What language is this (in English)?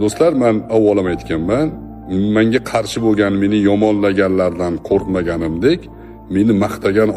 Uzbek